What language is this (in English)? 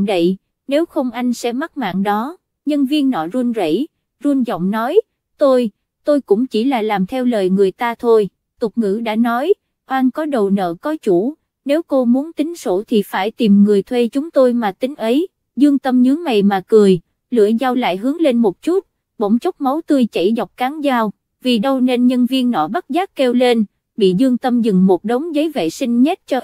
Vietnamese